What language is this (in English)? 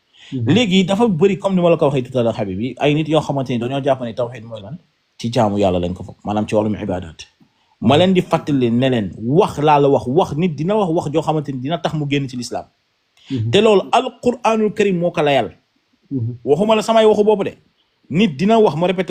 Wolof